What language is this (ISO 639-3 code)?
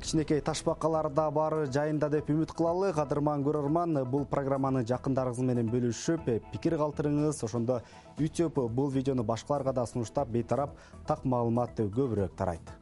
kir